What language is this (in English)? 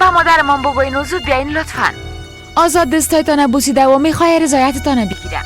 Persian